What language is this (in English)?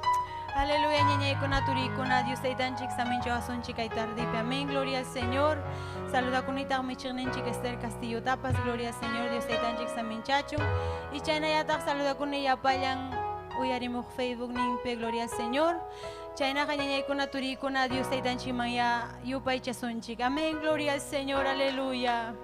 Ayacucho Quechua